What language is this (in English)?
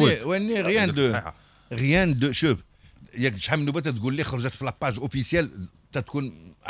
Moroccan Arabic